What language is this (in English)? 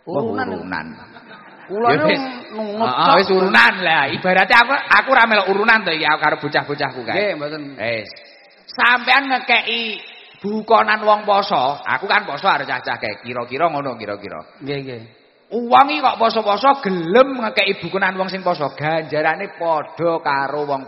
Javanese